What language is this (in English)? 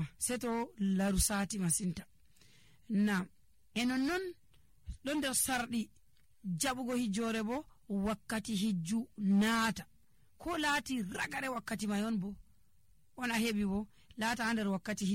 Nigerian Fulfulde